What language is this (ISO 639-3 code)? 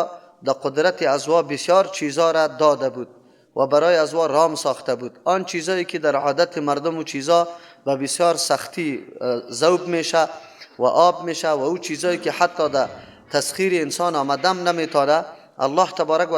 fas